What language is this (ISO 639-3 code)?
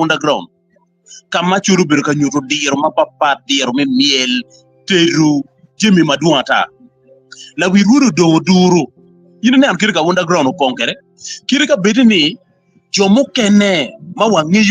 ach